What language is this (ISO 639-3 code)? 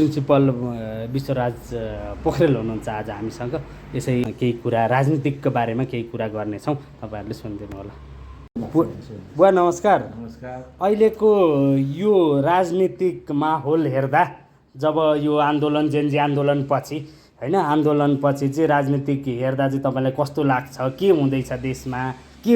nep